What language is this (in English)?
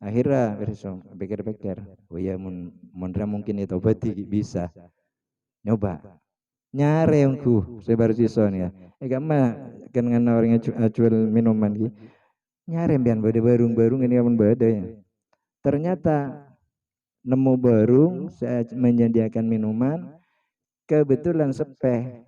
Madurese